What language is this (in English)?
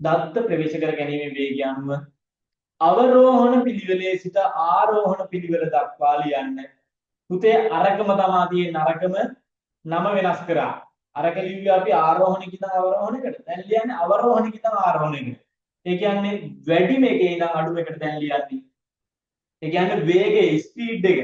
Sinhala